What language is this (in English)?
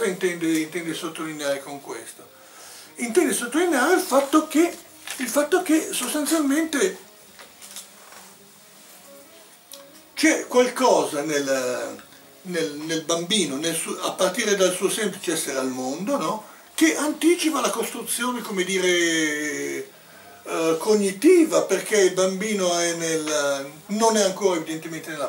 Italian